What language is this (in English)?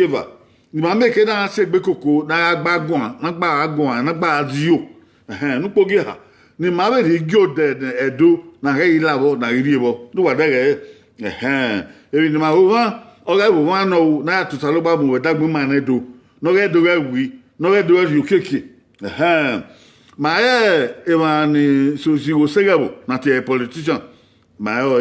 Bini